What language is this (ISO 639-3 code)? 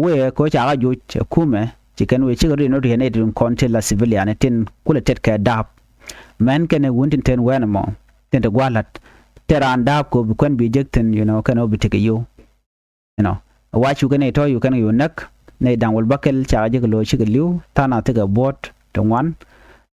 nus